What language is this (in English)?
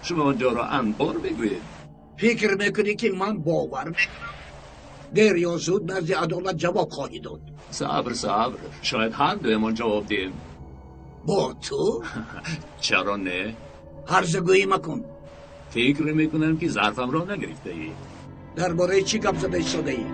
Tajik